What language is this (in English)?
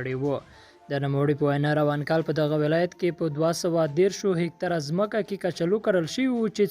Pashto